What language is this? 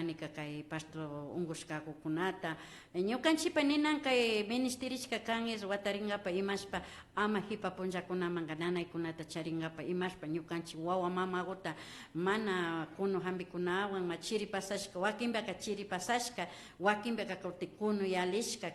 Imbabura Highland Quichua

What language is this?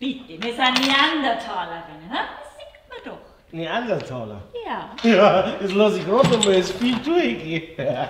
Bavarian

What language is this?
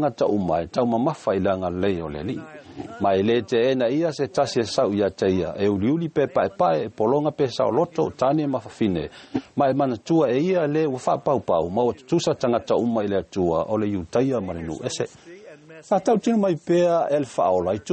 Samoan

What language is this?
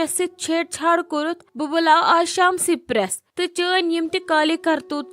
Kashmiri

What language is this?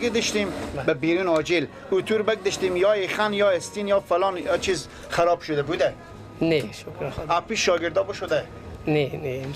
Persian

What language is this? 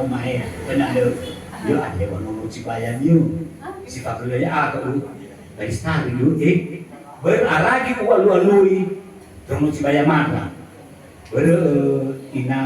Nias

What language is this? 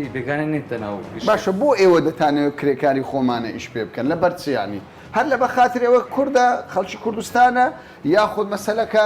Central Kurdish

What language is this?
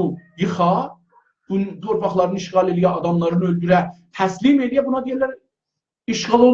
South Azerbaijani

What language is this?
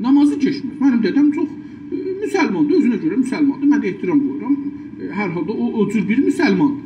South Azerbaijani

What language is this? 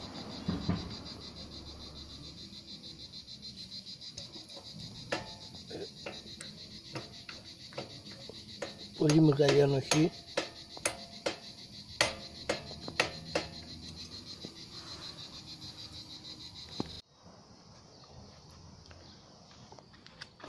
Greek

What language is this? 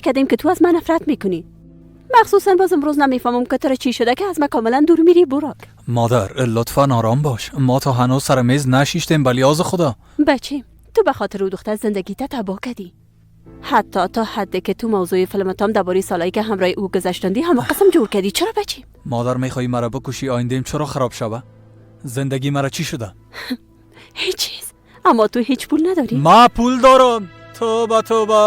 Persian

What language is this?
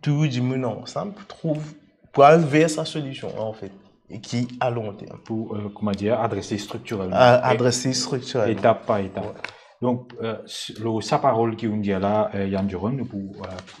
Morisyen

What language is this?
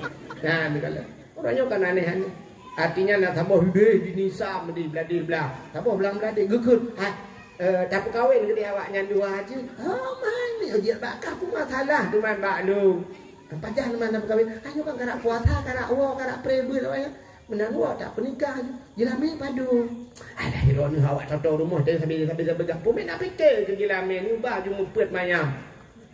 Achinese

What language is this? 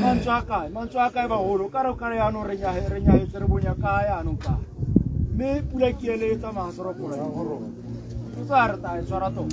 Tswana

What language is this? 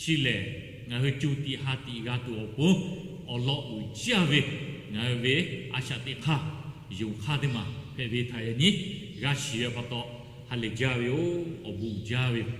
Lahu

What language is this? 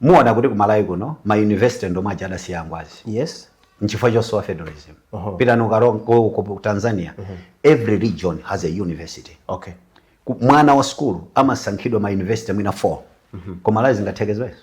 Nyanja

